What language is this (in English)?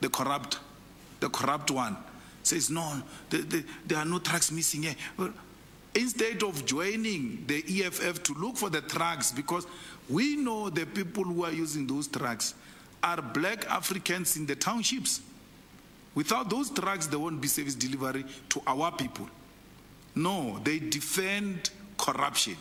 English